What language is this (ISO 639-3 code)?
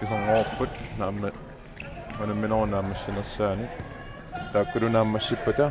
kal